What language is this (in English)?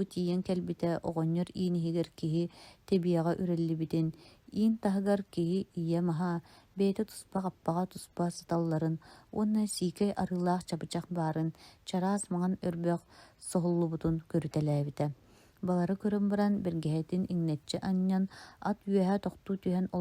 Yakut